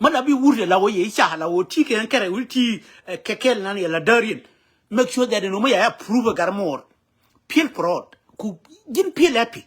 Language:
Nuer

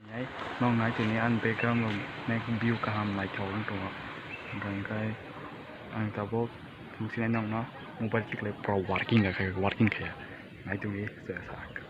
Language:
Kok Borok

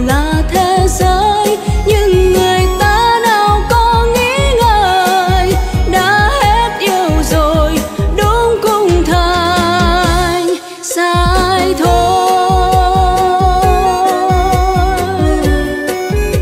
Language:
Vietnamese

